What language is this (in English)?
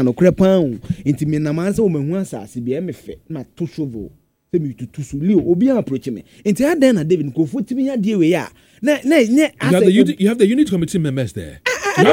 English